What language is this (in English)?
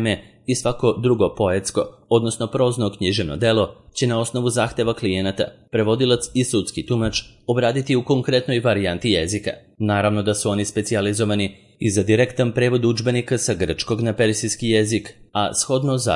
Serbian